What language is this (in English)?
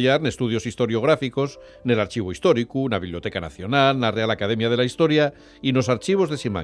Asturian